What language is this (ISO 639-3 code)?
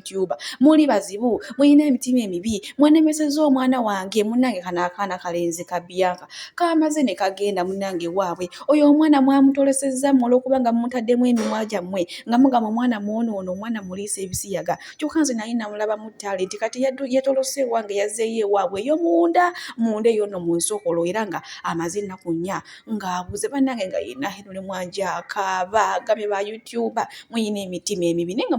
lug